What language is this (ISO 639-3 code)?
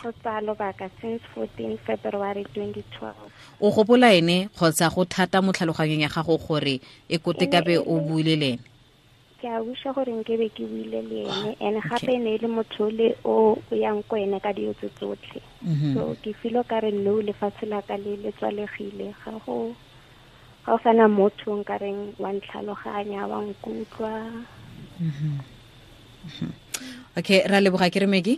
tsn